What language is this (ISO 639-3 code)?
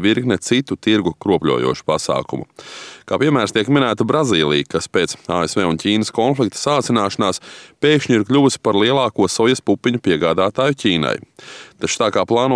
lav